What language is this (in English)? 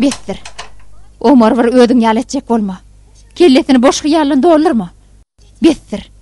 Turkmen